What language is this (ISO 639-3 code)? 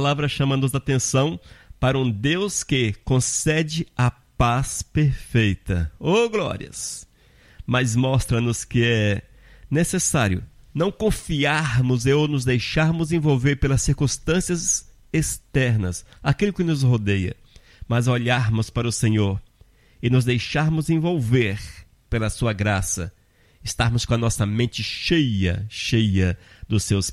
por